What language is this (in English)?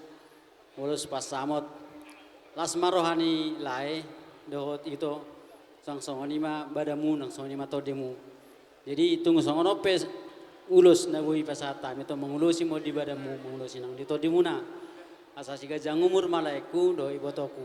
Batak Toba